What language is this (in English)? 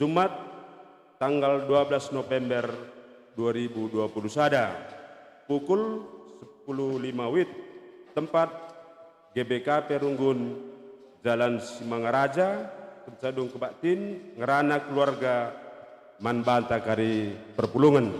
Batak Karo